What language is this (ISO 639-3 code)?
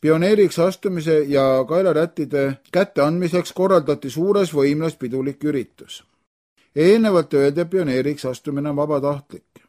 est